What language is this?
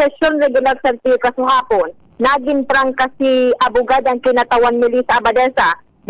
Bikol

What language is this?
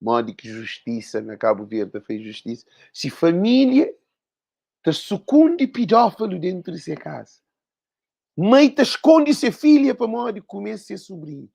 Kabuverdianu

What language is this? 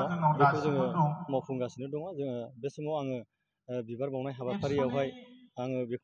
Bodo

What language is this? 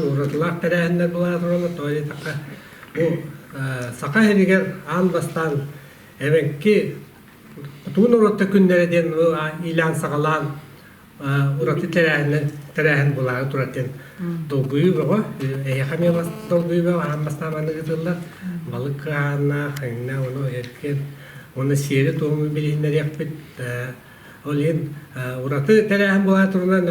Yakut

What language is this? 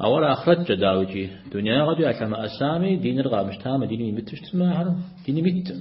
Kabardian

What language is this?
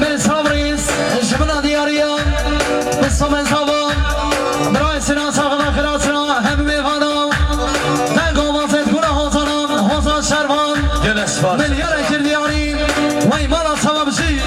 Kurdish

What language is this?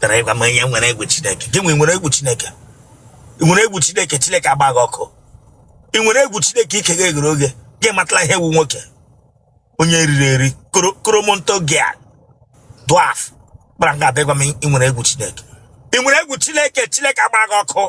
Igbo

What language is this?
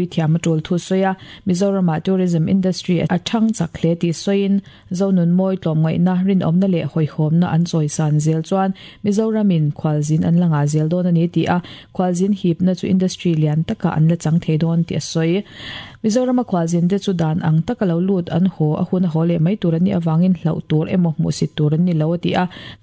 Mizo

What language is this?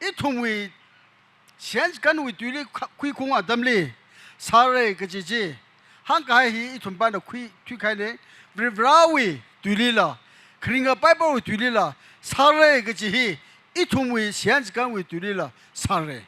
Tangkhul Naga (India)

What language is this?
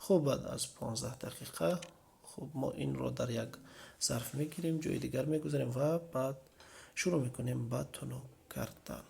Tajik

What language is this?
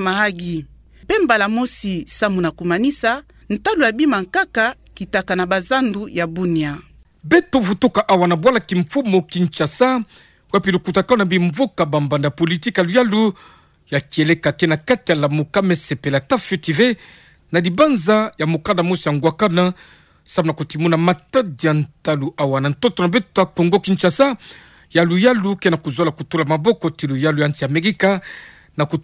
Kituba (Democratic Republic of Congo)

